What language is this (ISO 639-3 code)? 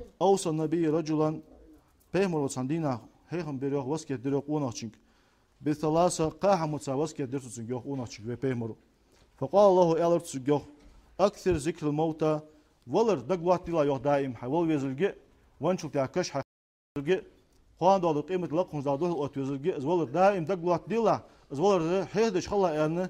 inh